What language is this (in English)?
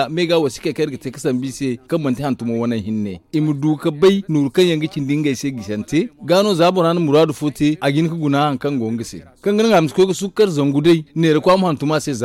Zarma